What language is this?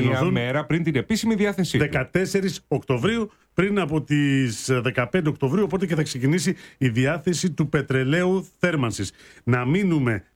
Greek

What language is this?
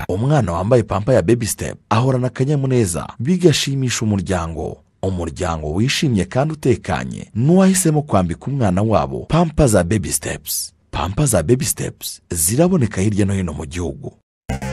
Kinyarwanda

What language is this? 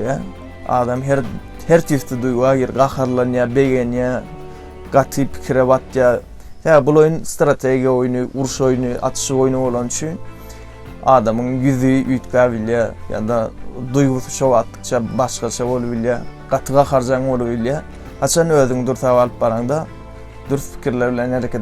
Turkmen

